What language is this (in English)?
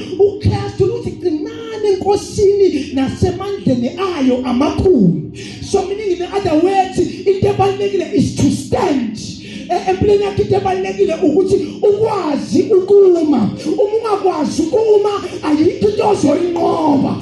Zulu